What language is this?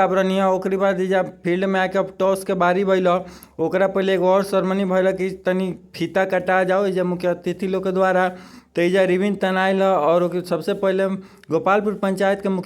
Bhojpuri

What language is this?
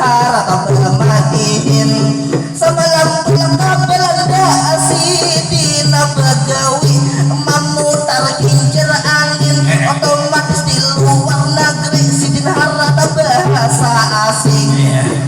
Banjar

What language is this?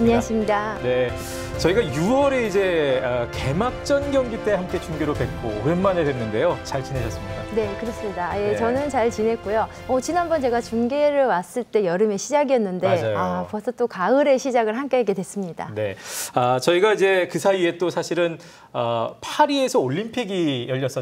Korean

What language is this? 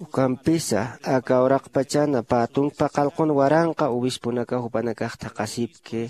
Aymara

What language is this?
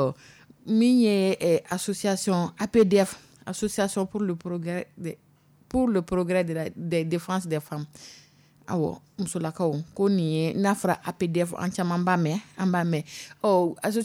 Dyula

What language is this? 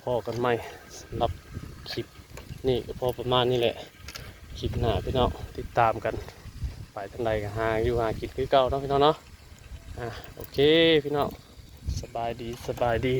Northeastern Thai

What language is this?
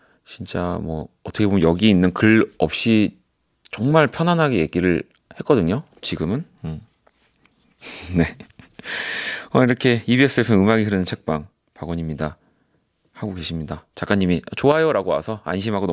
Korean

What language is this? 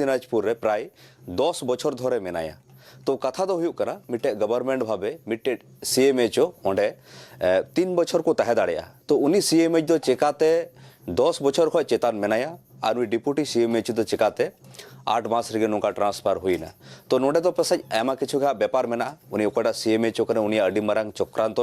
Santali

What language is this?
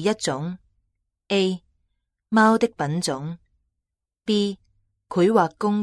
Cantonese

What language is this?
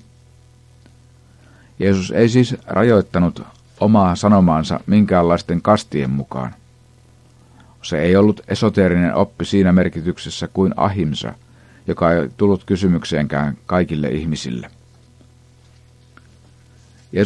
Finnish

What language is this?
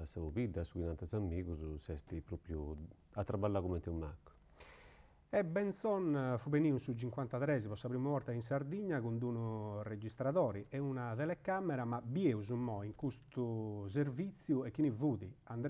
Sardinian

